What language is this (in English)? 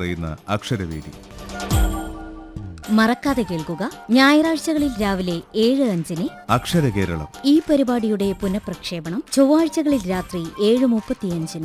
Malayalam